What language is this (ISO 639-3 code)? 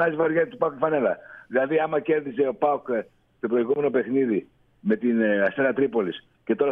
ell